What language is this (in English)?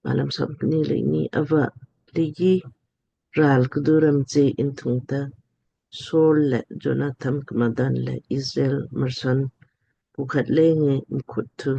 Lamkang